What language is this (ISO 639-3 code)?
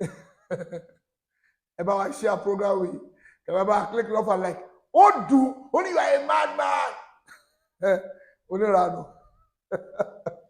yor